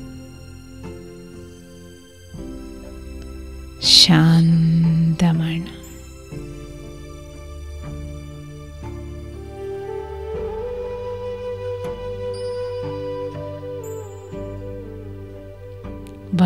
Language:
Malayalam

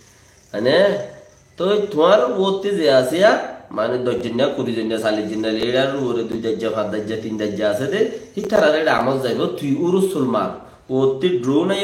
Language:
Rohingya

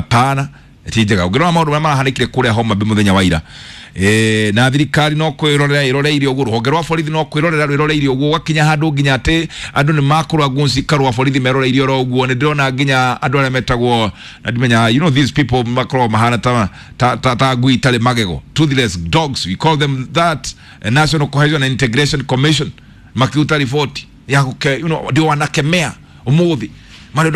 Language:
Kikuyu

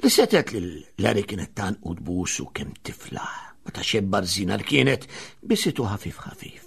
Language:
Maltese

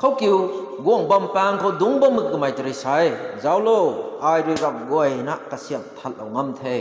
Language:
Rongmei Naga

